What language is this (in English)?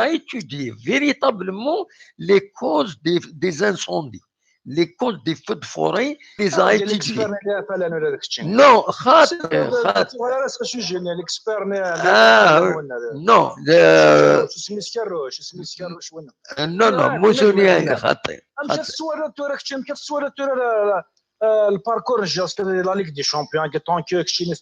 Kabyle